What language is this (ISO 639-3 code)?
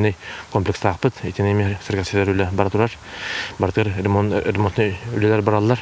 sah